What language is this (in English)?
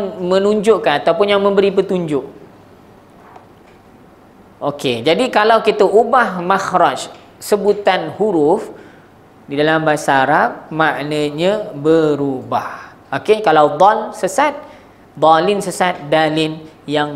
Malay